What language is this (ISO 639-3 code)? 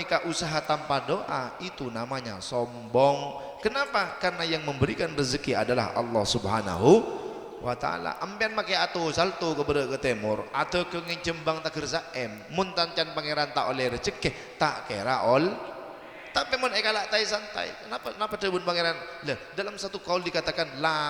mad